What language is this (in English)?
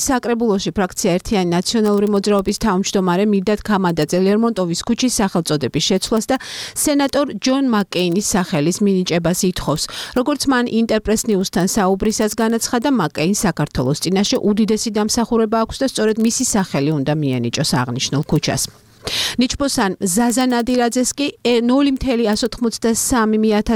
Georgian